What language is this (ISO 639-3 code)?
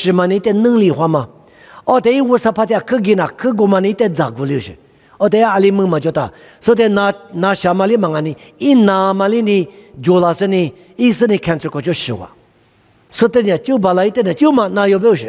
lis